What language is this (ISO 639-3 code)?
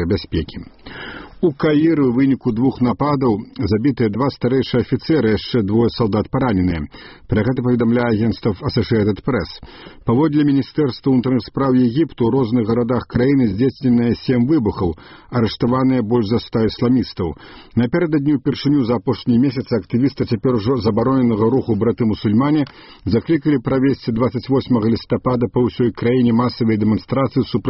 bel